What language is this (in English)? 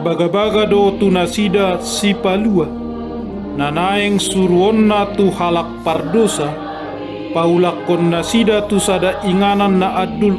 Batak Toba